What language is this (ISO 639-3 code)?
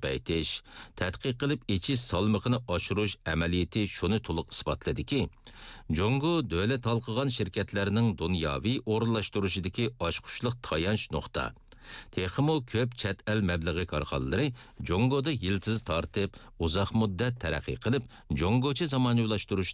uig